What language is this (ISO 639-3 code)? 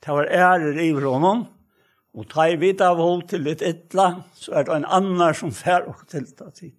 fao